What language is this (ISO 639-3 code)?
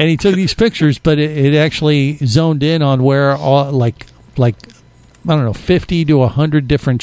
eng